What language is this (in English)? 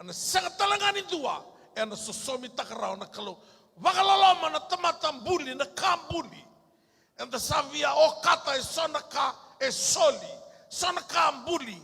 Fijian